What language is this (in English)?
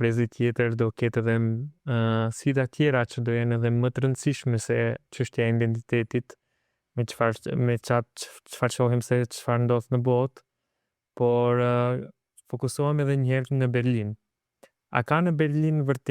Albanian